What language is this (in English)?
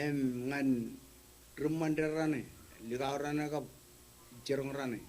Marshallese